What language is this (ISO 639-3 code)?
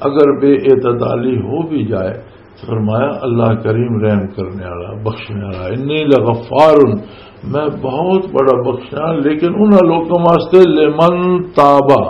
lah